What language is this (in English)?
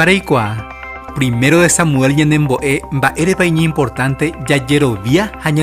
Guarani